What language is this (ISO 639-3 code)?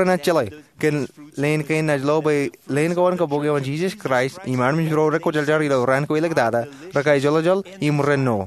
mah